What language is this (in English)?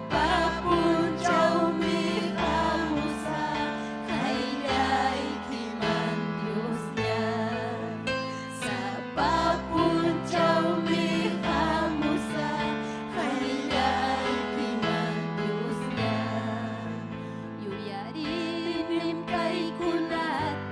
Ayacucho Quechua